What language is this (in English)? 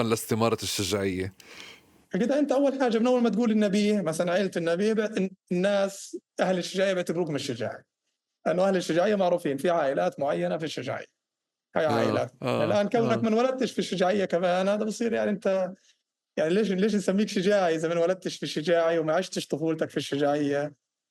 North Levantine Arabic